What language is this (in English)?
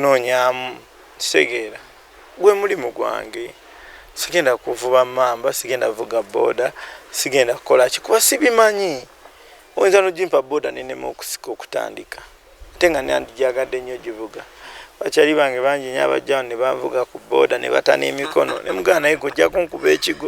Ganda